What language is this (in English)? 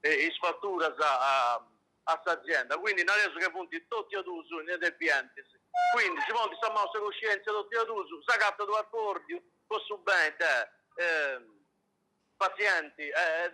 Sardinian